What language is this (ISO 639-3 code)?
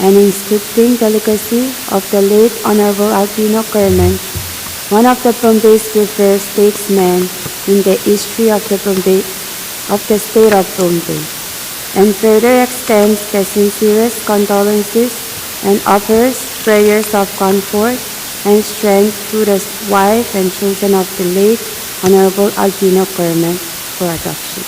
pon